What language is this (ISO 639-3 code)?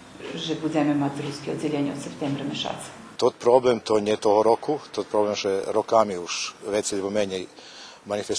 rue